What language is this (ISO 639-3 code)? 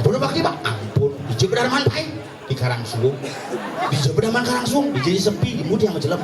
ban